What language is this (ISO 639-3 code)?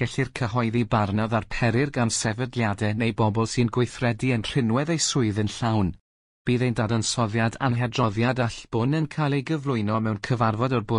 cym